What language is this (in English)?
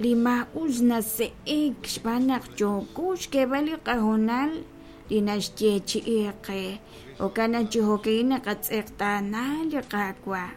Kekchí